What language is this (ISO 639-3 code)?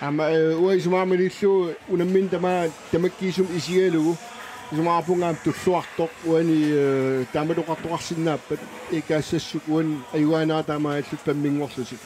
kal